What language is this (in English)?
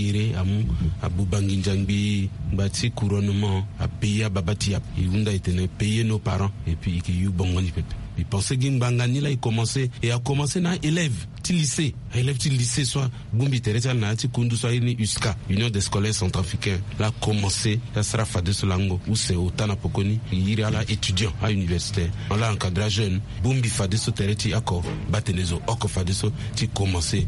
Sango